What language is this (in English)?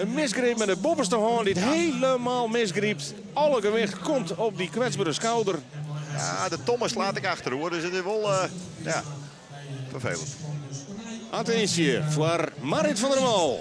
Western Frisian